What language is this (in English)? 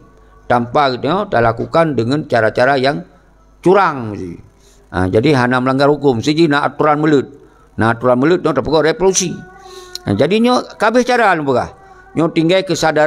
Achinese